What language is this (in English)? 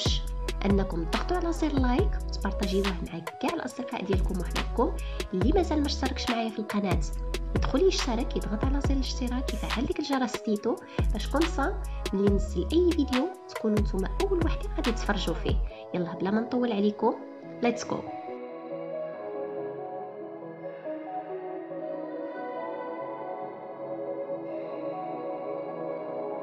Moroccan Arabic